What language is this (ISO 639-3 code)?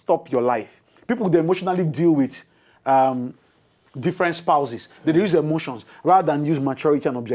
pcm